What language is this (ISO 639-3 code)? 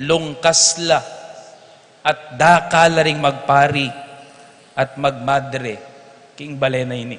pam